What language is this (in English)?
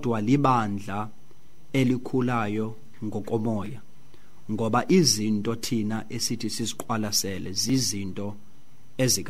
Xhosa